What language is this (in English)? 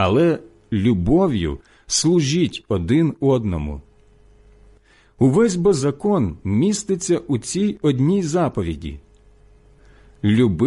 Ukrainian